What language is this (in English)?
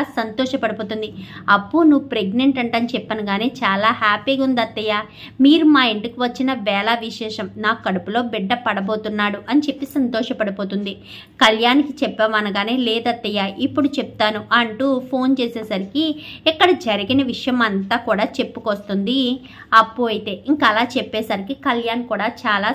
Telugu